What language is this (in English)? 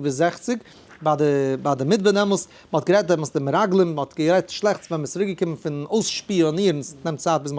Yiddish